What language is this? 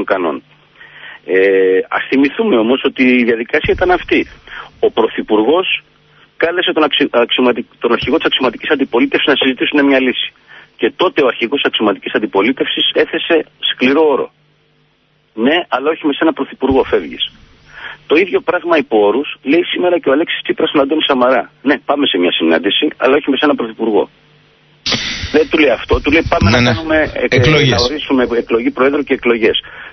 Greek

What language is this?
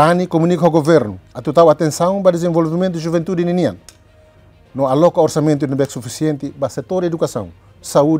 Tetum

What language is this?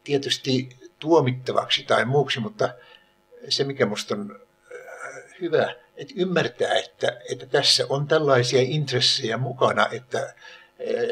Finnish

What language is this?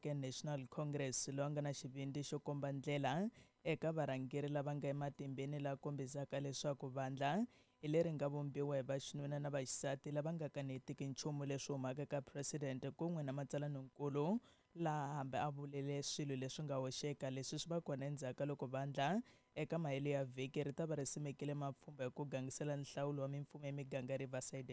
Tsonga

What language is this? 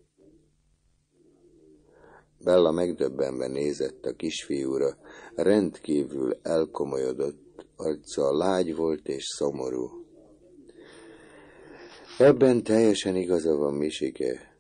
Hungarian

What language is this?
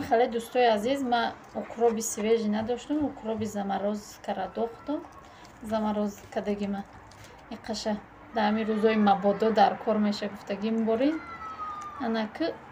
Tajik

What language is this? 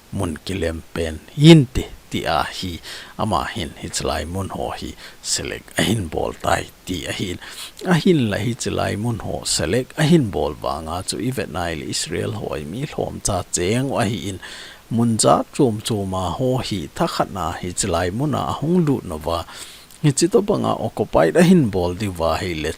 Thado Chin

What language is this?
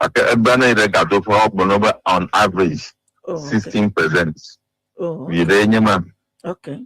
Ewe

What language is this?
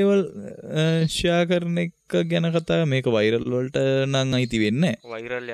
Sinhala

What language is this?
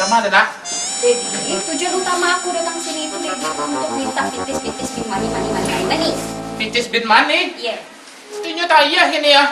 Minangkabau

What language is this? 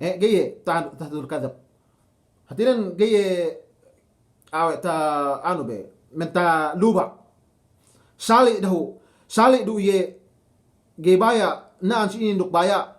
Yakan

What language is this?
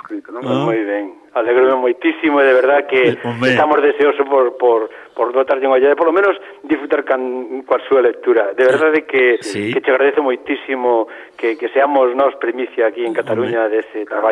Galician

